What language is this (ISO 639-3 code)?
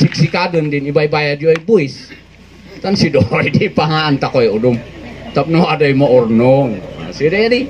kne